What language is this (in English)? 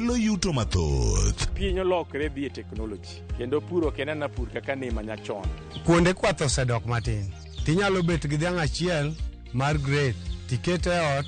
Luo (Kenya and Tanzania)